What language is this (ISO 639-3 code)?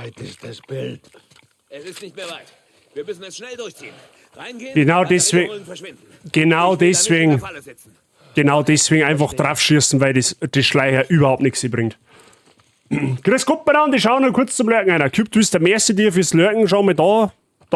bar